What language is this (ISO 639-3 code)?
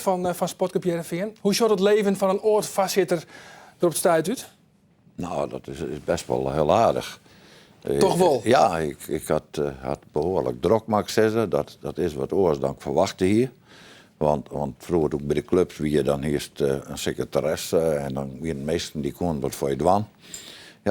fry